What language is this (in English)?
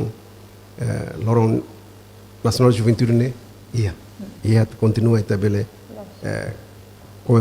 Tetum